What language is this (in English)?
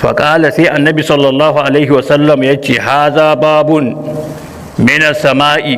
Hausa